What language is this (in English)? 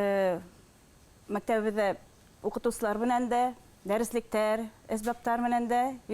Bashkir